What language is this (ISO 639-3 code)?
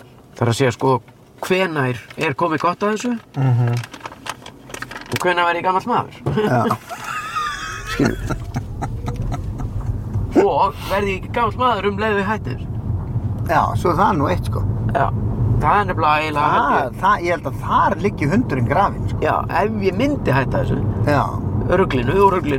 isl